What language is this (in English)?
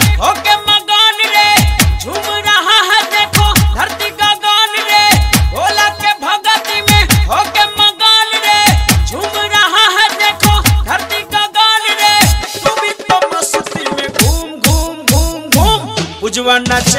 Bhojpuri